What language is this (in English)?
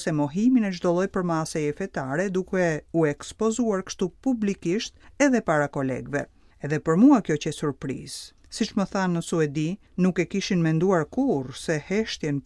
Albanian